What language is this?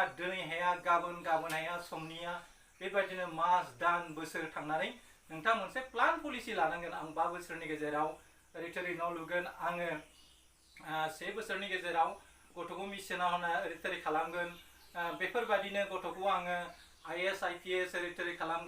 Bodo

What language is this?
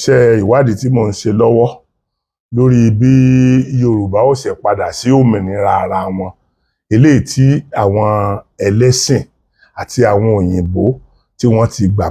Yoruba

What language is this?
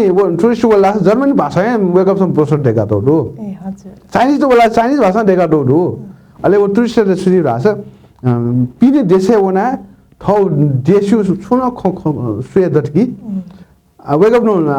Newari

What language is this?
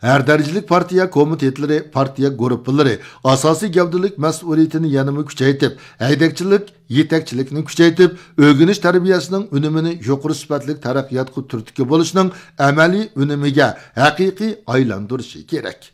Uyghur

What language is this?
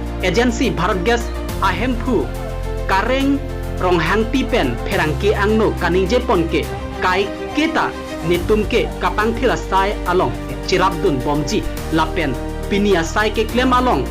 Karbi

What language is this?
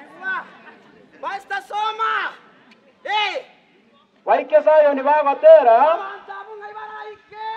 Gusii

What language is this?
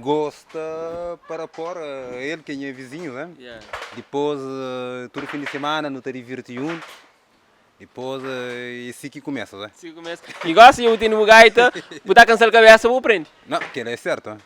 Kabuverdianu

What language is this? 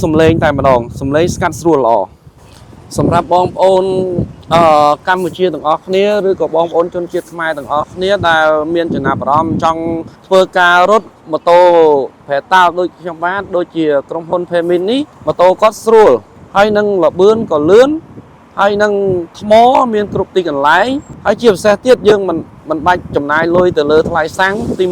Khmer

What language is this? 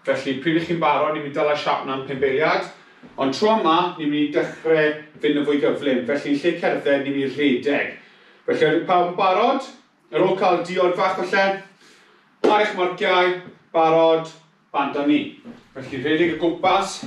Welsh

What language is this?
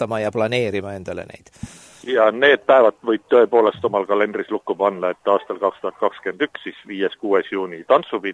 Estonian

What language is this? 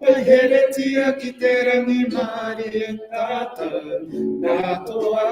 Māori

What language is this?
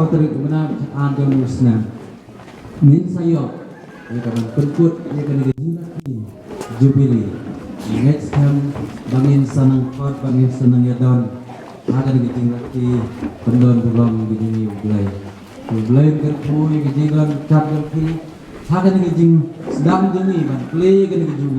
Khasi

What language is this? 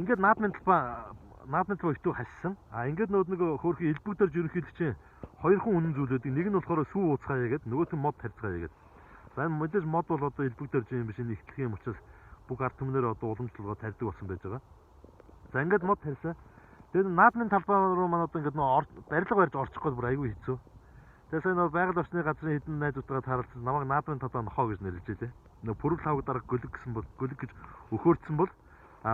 Mongolian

